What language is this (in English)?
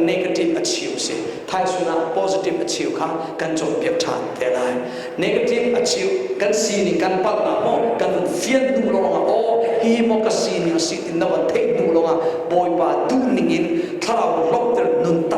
Hakha Chin